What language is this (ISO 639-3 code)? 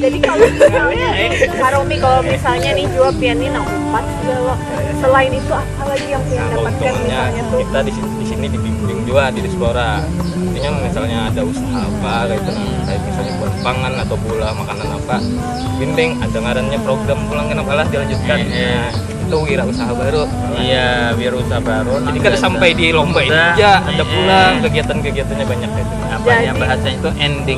bjn